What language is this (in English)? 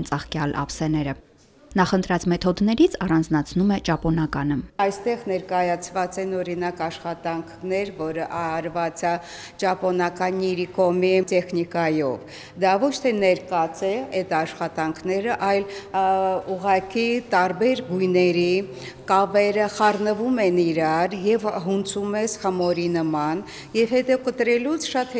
Armenian